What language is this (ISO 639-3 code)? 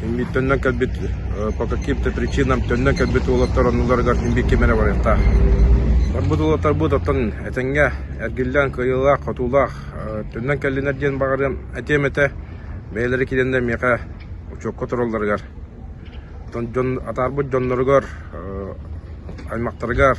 sah